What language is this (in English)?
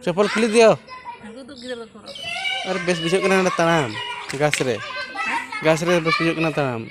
Santali